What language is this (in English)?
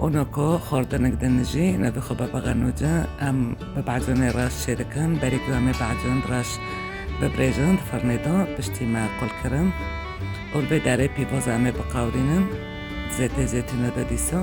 Kurdish